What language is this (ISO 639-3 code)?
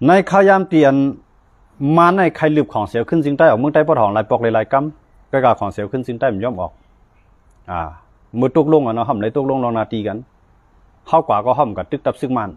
shn